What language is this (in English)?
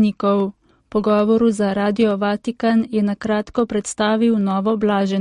Slovenian